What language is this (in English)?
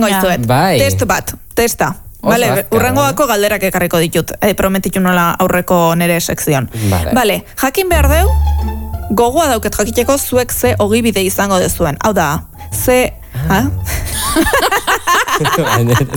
Basque